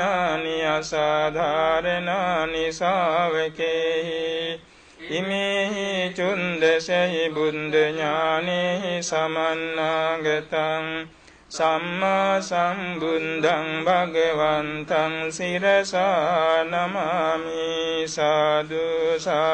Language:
Pali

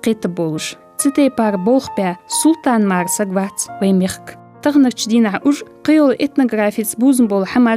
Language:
Ingush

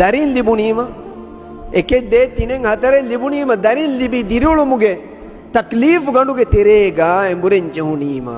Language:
Divehi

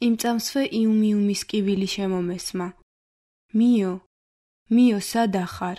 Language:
Georgian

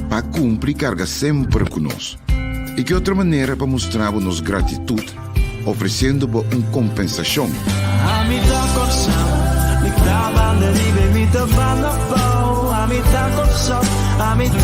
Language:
Papiamento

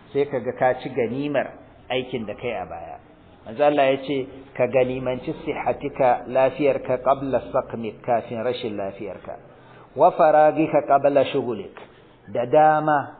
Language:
Hausa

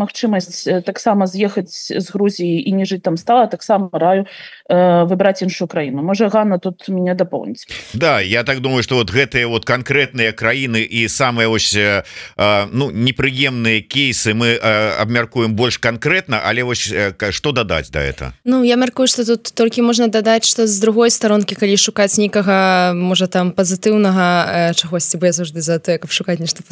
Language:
Belarusian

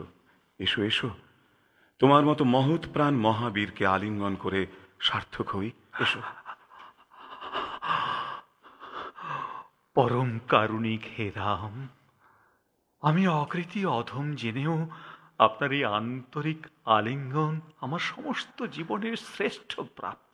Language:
Bangla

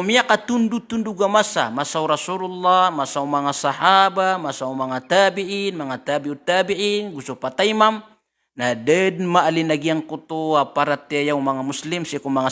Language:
Maranao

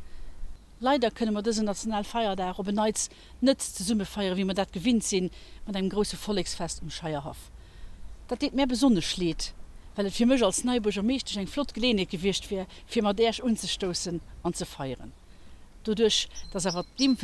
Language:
Luxembourgish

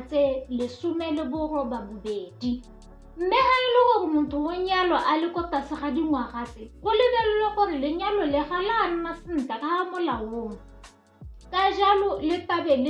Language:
Tswana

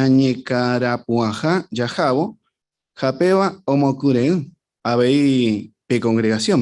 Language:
Guarani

